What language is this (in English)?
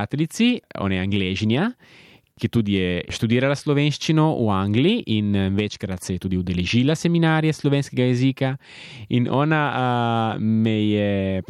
Slovenian